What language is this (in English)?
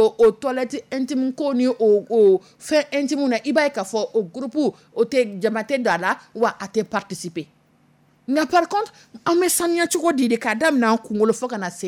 Dyula